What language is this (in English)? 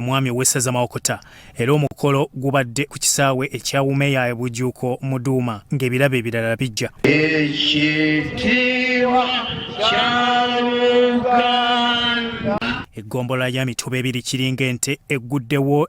Ganda